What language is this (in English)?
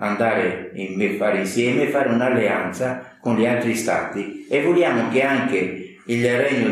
Italian